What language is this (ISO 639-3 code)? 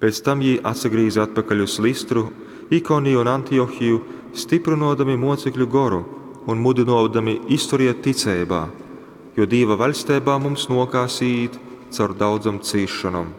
ltg